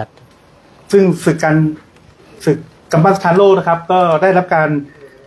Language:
Thai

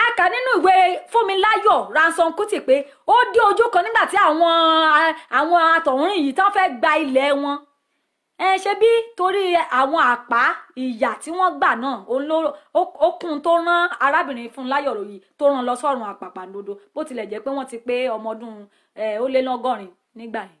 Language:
Yoruba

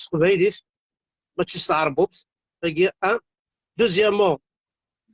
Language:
Kabyle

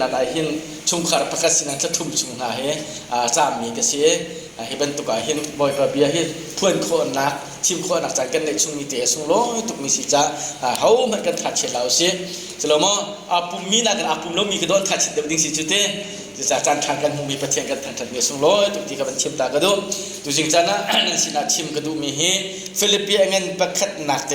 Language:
Hakha Chin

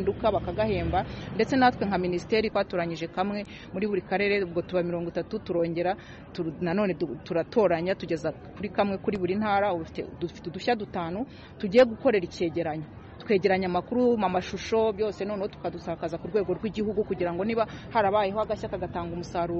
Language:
Kinyarwanda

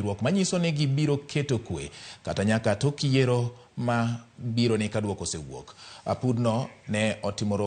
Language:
Luo (Kenya and Tanzania)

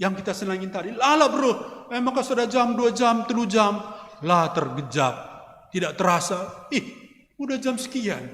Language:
Batak Karo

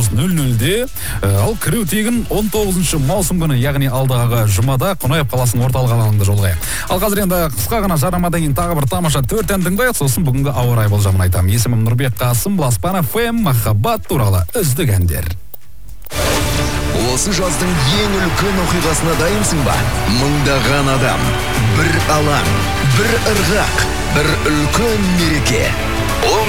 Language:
Kazakh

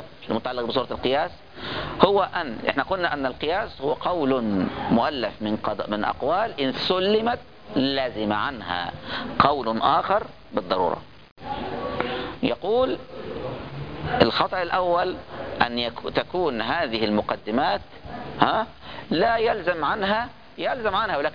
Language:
Arabic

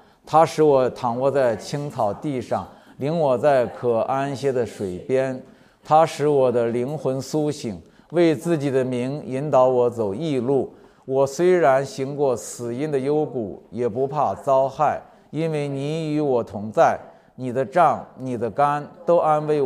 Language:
Chinese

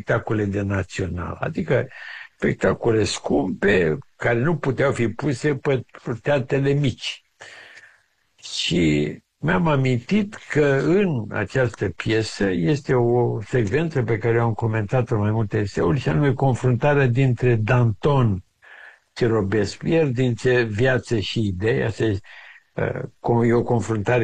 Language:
Romanian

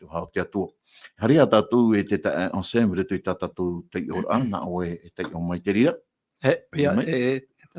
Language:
Tahitian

